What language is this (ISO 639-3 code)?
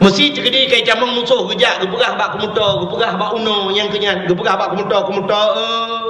ace